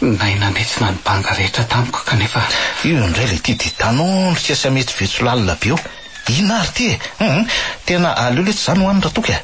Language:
Malagasy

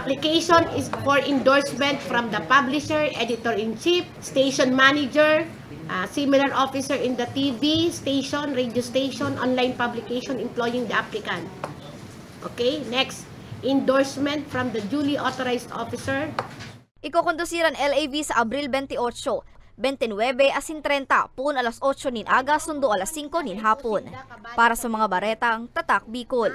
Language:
Bikol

